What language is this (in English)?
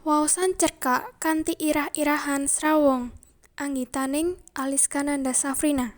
Javanese